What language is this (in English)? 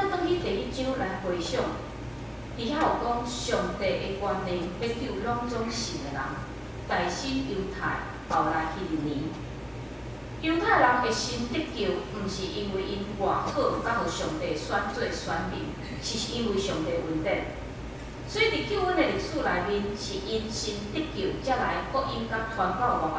Min Nan Chinese